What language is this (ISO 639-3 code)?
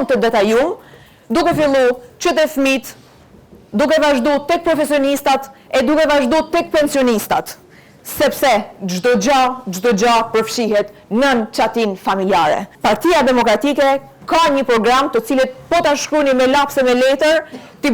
sqi